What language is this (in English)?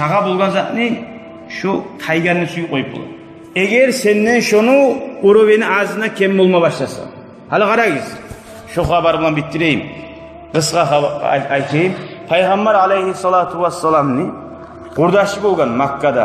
Kumyk